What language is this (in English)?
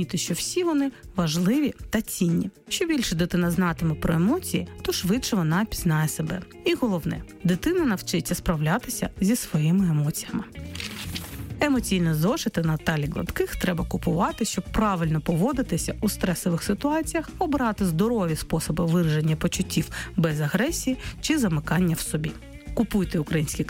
Ukrainian